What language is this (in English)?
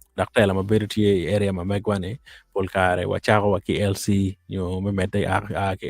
Acoli